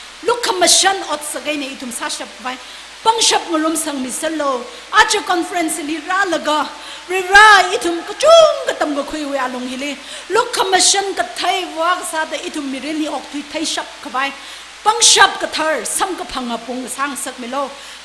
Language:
Tangkhul Naga (India)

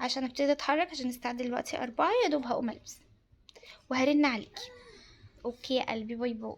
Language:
Egyptian Arabic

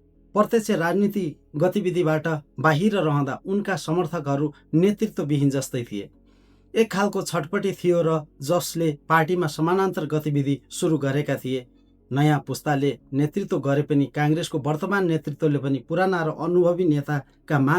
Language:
Nepali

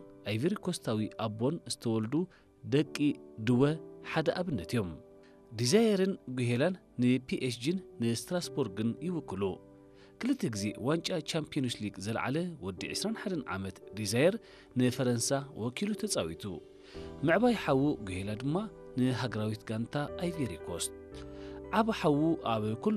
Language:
Tigrinya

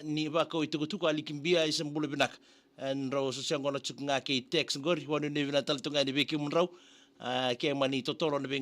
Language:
Fijian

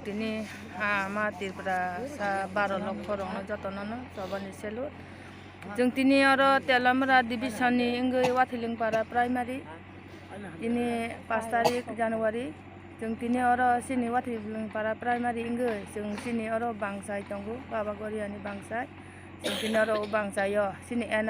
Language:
Kok Borok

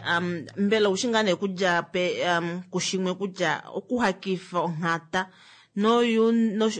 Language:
Kuanyama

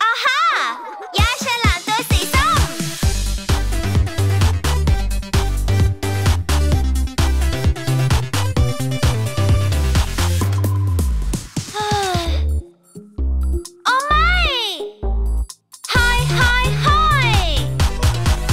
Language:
Thai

